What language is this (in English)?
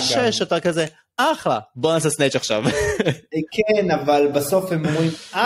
Hebrew